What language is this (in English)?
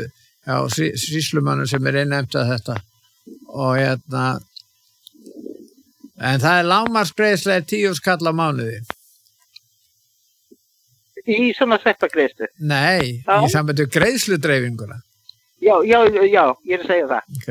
Icelandic